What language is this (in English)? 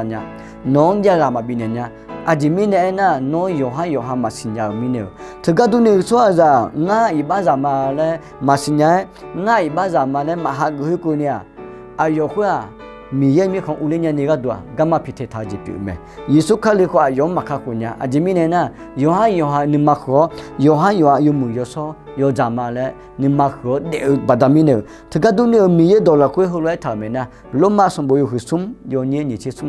Akha